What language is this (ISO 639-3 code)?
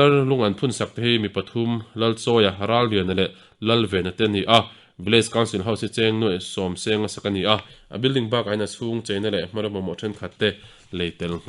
lus